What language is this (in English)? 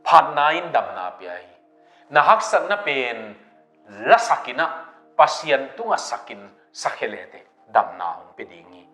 Tedim Chin